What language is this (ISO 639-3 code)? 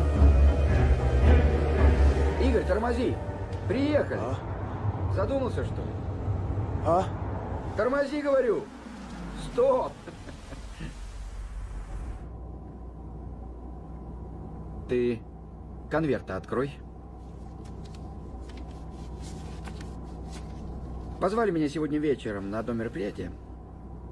rus